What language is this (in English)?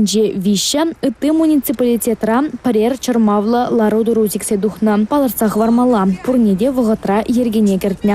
Chuvash